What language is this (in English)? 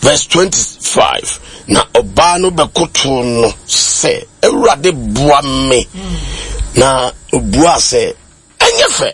Akan